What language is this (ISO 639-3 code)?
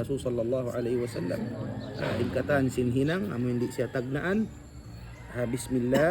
tsg